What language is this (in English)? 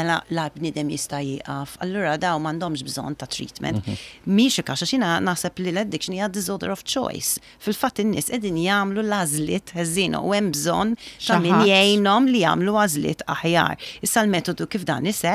Maltese